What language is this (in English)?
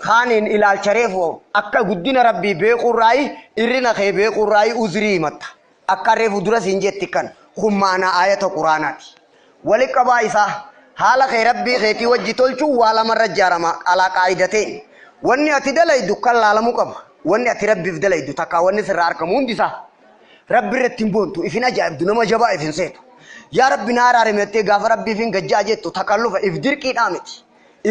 Oromo